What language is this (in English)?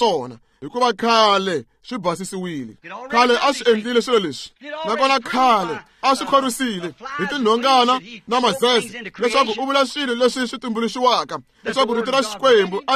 Tsonga